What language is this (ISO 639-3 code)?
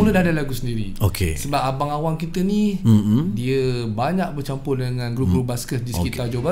msa